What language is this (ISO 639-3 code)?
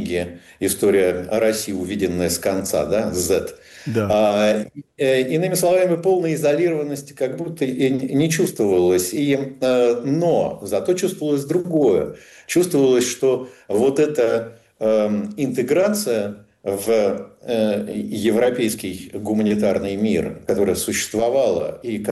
rus